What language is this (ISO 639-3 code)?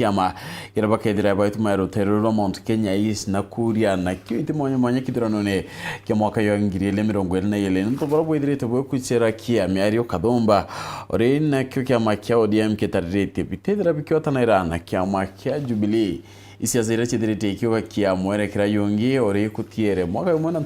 mer